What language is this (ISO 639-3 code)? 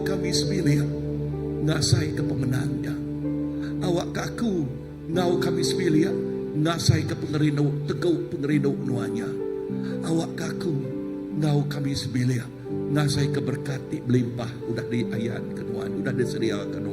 iba